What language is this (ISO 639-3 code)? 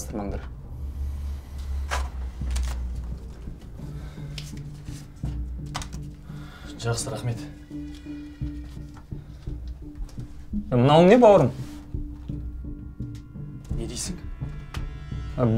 kaz